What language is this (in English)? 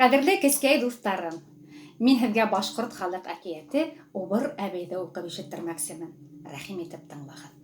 Bashkir